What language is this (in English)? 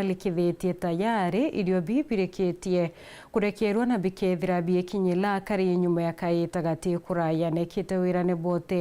Meru